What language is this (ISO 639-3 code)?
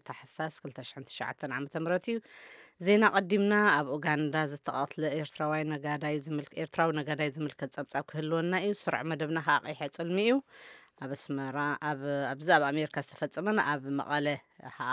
tir